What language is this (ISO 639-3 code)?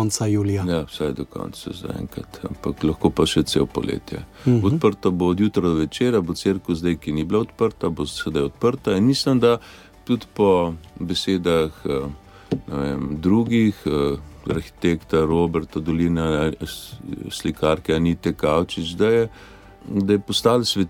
slv